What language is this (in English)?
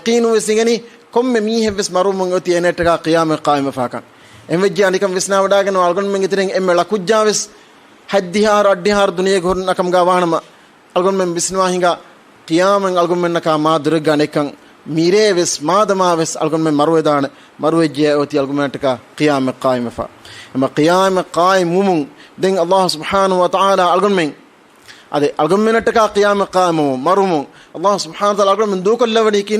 Divehi